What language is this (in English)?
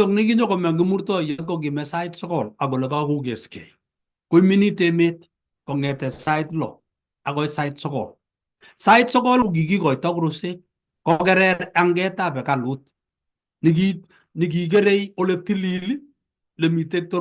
Kalenjin